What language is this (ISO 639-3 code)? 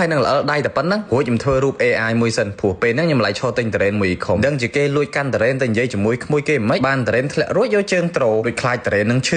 khm